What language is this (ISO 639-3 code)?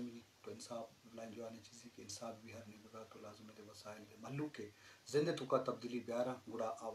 bgp